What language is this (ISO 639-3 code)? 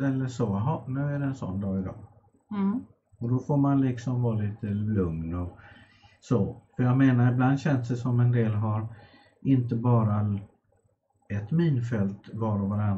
swe